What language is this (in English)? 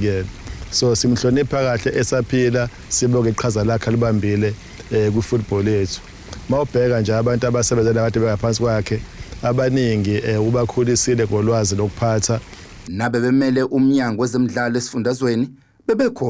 Zulu